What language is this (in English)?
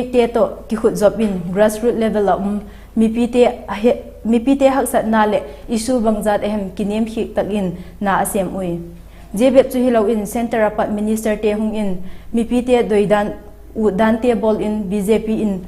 Vaiphei